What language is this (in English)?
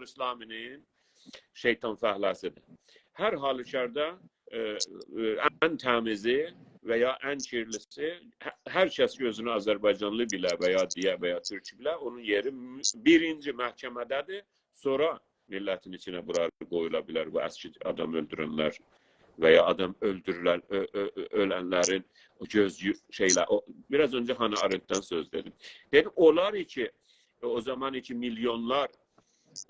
South Azerbaijani